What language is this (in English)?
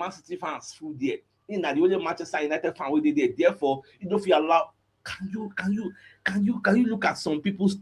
Nigerian Pidgin